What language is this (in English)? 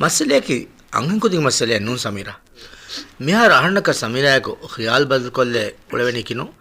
Divehi